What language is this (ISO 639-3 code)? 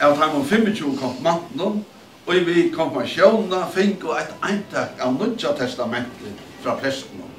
fao